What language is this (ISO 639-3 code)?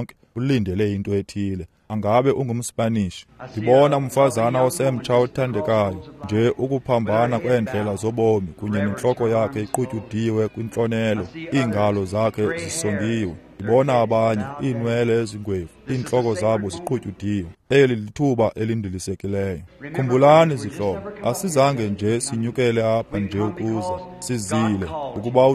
xho